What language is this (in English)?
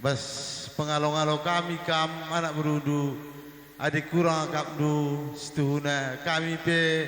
Batak Karo